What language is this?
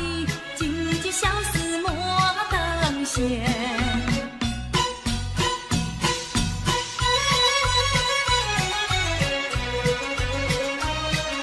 Chinese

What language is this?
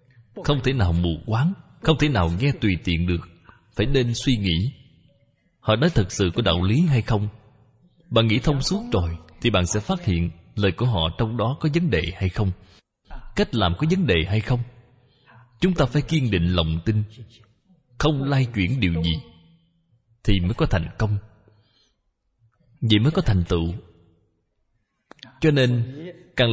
Vietnamese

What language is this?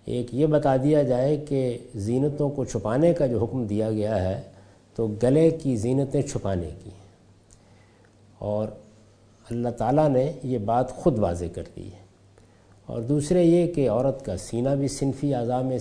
Urdu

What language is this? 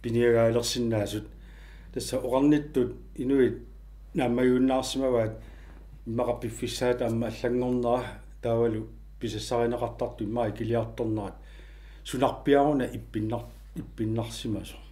Kalaallisut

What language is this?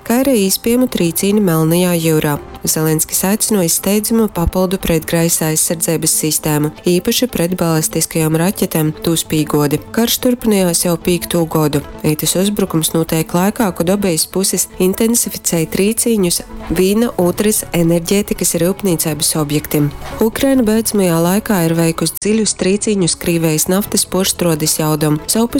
Latgalian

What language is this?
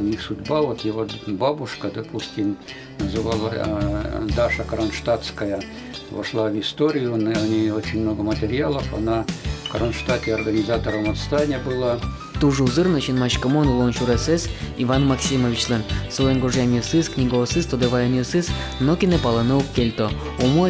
Udmurt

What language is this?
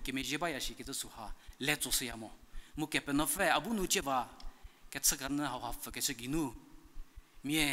Angami Naga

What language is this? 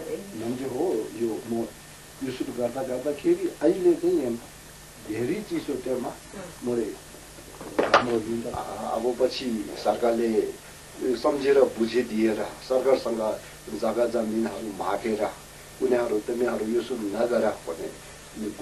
Nepali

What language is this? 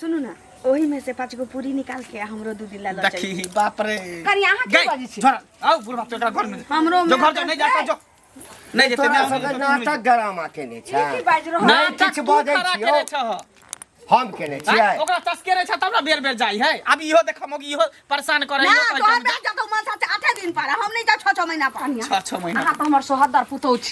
Maithili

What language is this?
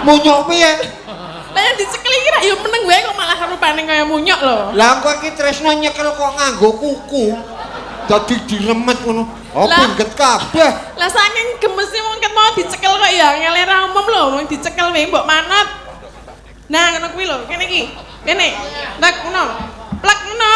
Javanese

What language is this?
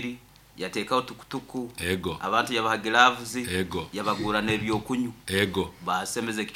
Nyoro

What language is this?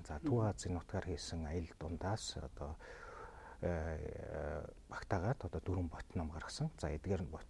Mongolian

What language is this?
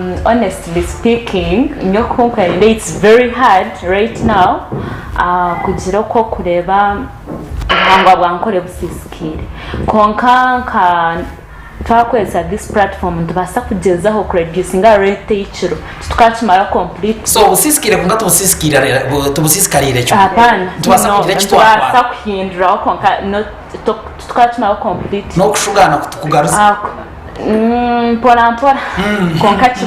Nyankole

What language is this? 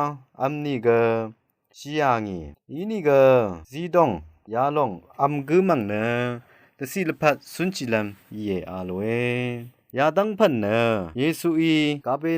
Rawang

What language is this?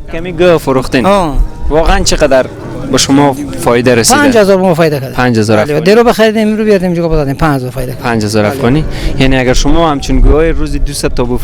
Persian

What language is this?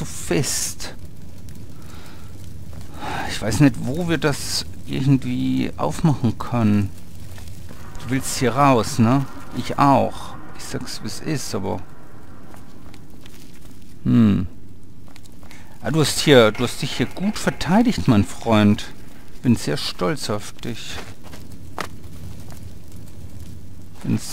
German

